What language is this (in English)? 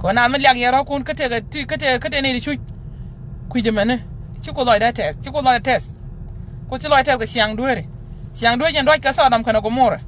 Nuer